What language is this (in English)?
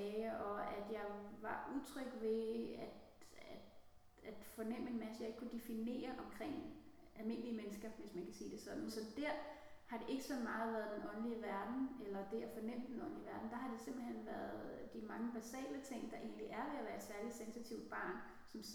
Danish